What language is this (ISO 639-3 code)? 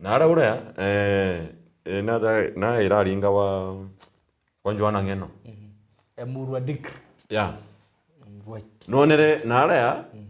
mer